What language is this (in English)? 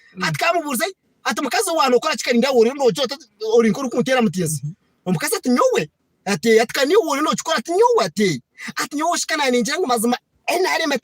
Nyankole